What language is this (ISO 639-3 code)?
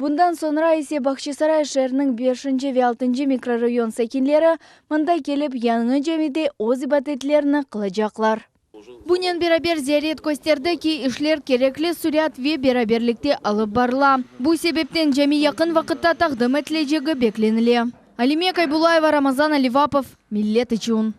crh